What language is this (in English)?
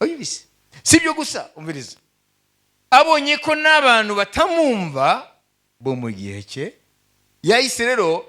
Kinyarwanda